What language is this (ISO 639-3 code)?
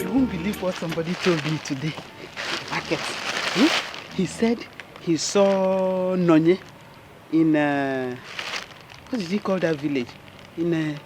pcm